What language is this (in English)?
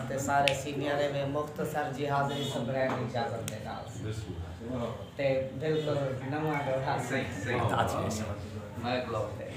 Saraiki